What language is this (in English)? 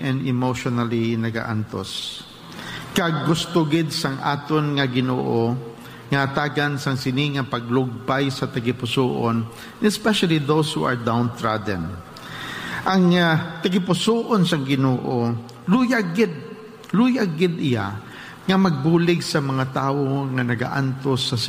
Hiligaynon